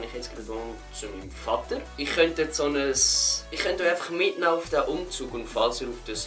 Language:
Swiss German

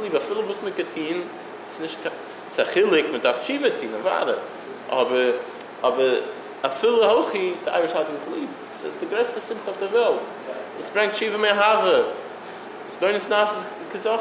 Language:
Yiddish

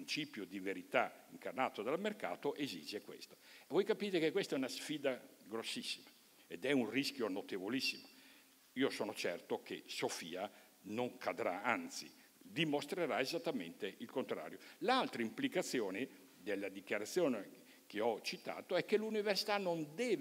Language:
Italian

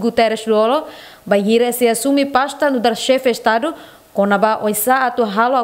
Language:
Tetum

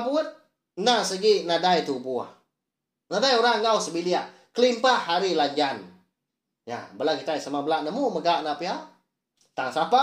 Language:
Iban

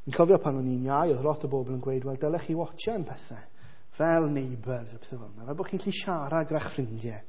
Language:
Welsh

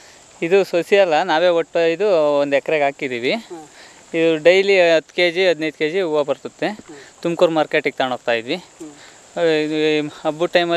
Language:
Kannada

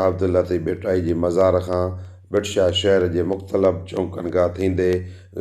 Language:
Sindhi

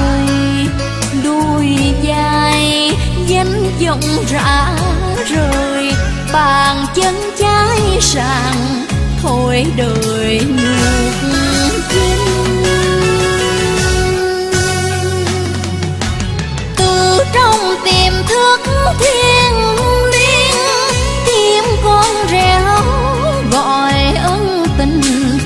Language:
Vietnamese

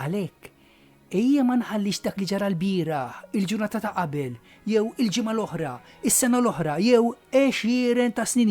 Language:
Maltese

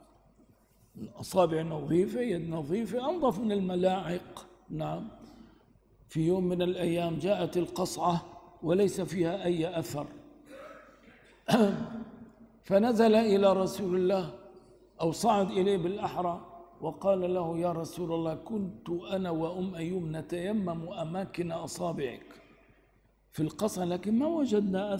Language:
Arabic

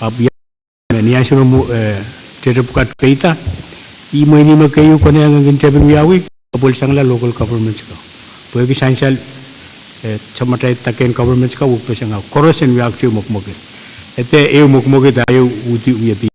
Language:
Pohnpeian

